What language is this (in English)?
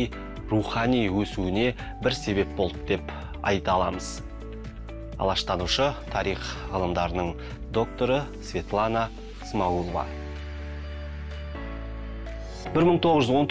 Kazakh